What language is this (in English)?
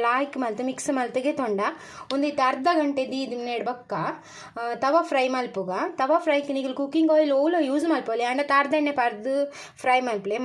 Tulu